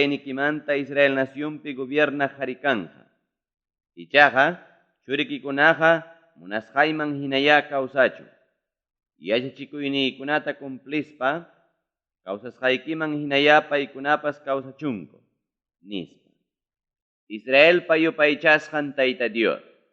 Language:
Ayacucho Quechua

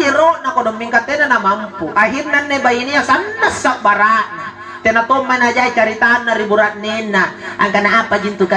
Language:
Makasar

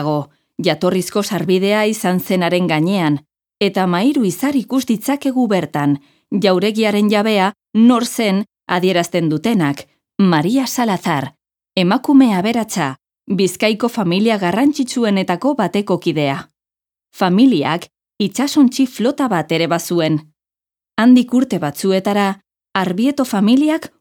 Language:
Basque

